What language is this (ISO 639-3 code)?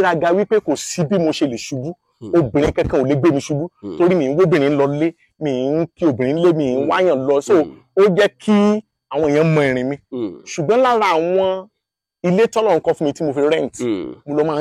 yor